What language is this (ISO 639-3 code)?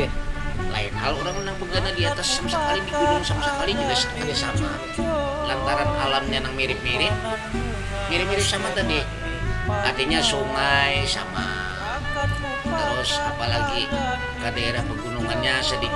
bjn